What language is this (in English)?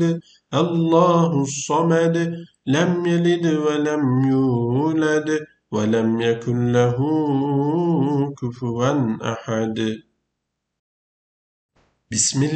Arabic